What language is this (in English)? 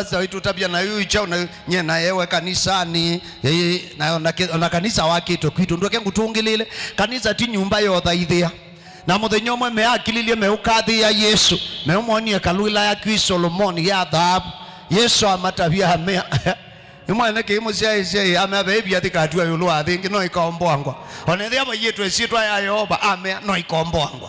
Kamba